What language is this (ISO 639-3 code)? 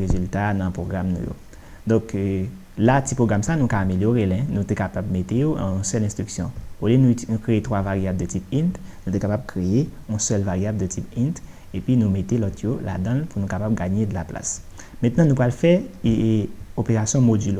hat